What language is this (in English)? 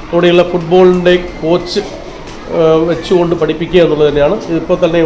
Malayalam